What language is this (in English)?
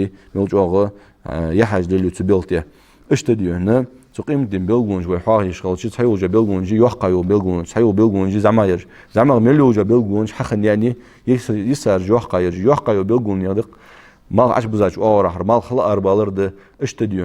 Ingush